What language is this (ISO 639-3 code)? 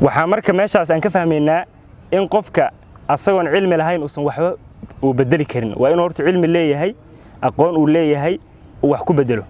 som